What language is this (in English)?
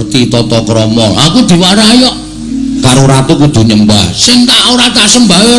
Javanese